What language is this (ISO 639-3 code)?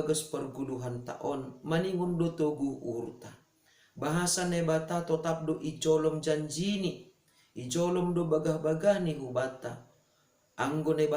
bts